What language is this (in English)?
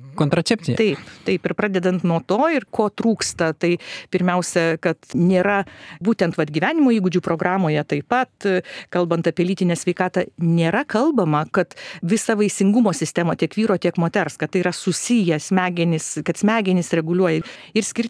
Lithuanian